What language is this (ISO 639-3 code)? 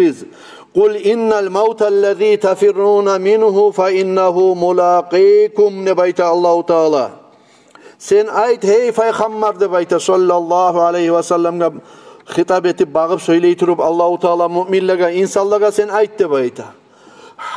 kum